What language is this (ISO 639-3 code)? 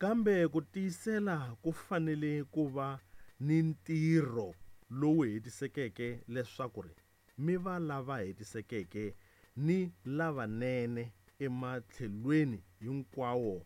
tso